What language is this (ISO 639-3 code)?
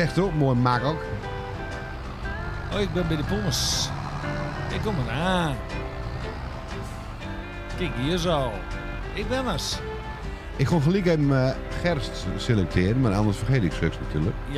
nld